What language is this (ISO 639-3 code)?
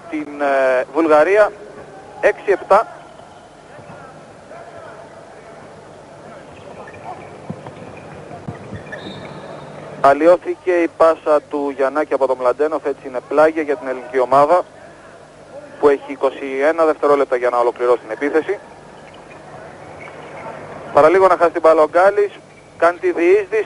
ell